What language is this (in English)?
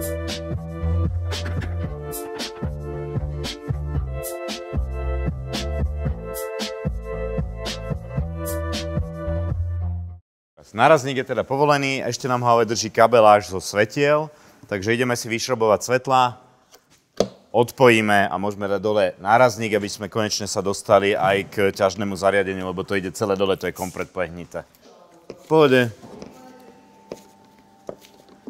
Slovak